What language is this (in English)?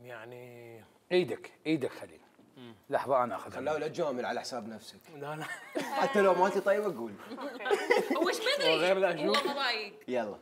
Mesopotamian Arabic